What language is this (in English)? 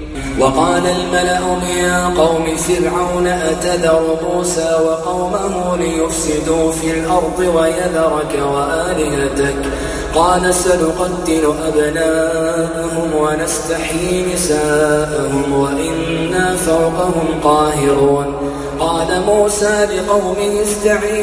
Arabic